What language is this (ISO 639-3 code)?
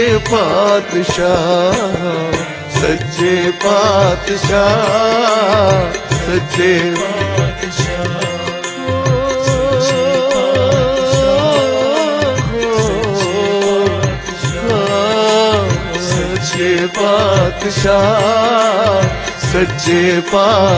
pan